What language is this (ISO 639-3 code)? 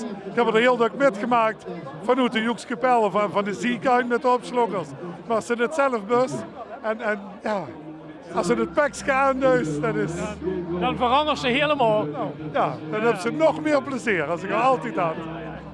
lim